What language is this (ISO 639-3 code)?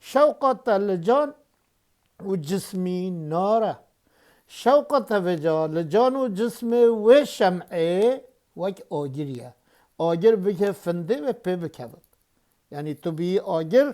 kur